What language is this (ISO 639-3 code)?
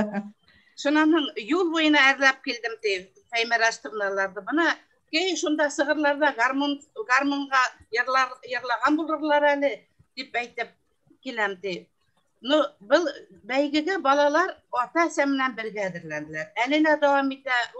bak